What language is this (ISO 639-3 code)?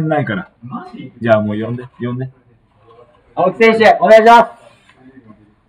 jpn